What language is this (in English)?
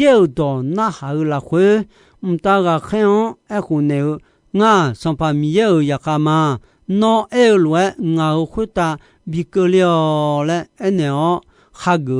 Akha